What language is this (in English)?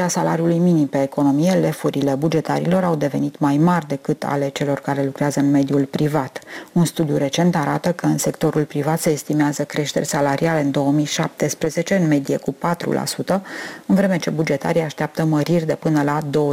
Romanian